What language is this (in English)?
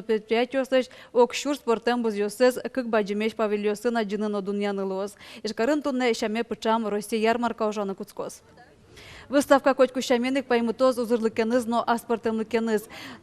Udmurt